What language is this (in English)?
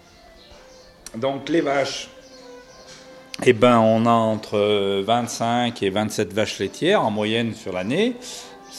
French